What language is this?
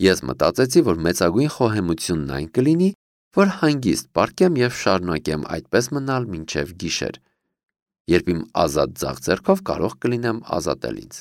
Armenian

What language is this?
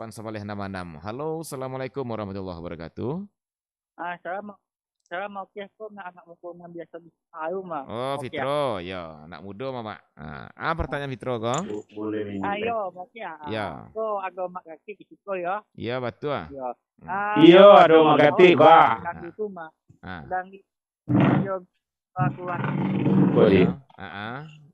Minangkabau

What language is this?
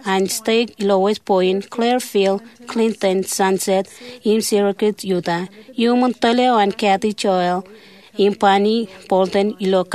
Marshallese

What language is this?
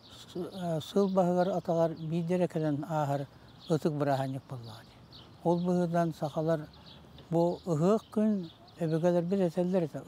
Yakut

